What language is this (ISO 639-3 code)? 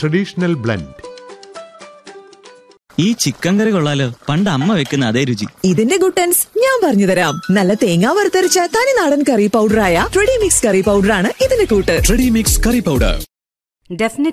mal